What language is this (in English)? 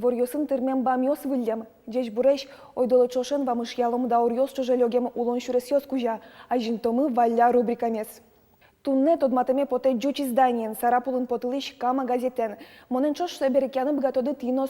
Udmurt